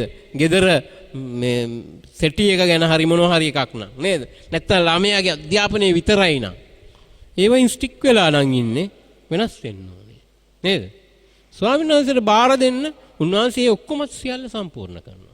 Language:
Sinhala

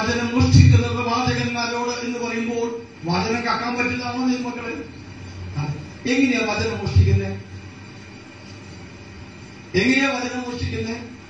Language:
Malayalam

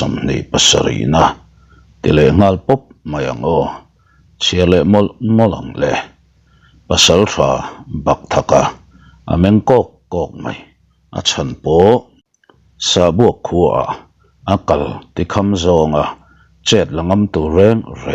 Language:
Mizo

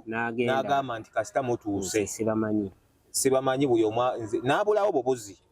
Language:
Ganda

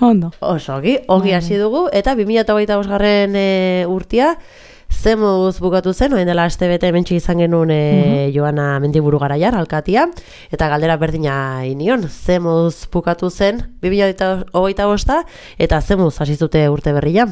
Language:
Basque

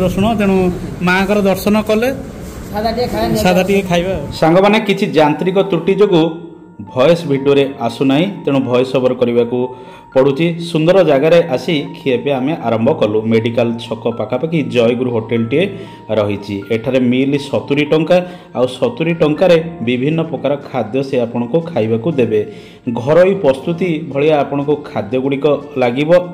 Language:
Odia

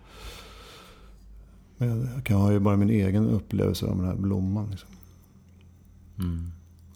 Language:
Swedish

